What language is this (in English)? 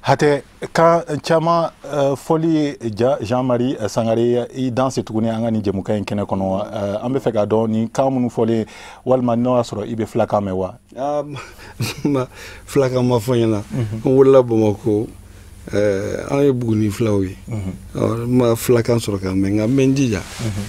Bambara